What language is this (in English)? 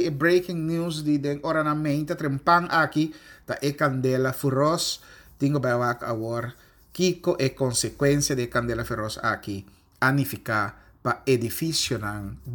Papiamento